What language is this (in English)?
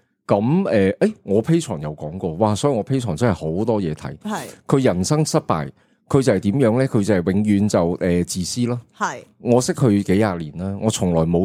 Cantonese